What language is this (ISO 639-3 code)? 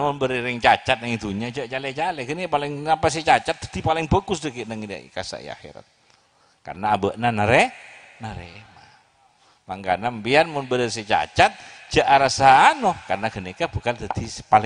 mad